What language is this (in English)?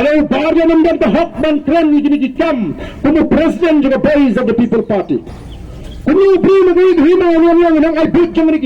Khasi